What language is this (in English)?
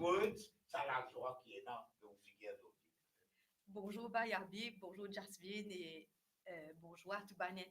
Morisyen